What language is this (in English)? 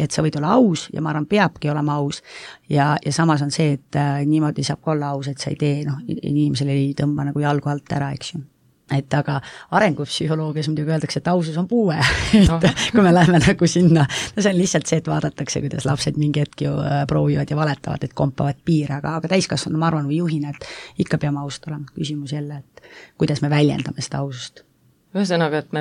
Estonian